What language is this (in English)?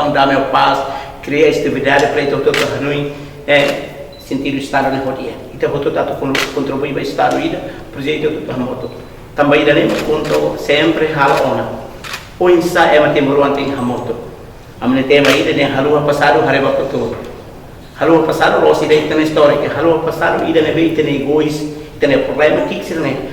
Tetum